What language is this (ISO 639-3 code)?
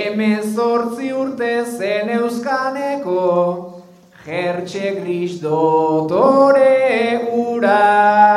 eus